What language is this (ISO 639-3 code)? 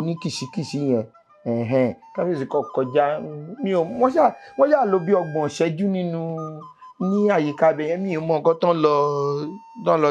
yor